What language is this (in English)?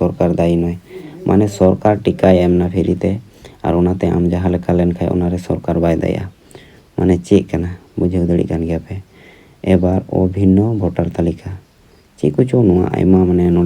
Santali